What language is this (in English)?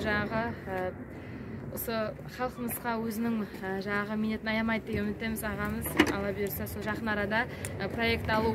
Kazakh